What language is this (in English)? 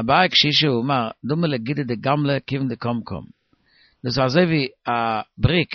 Yiddish